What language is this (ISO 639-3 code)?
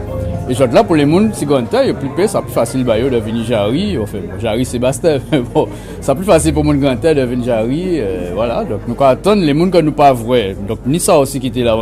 gcf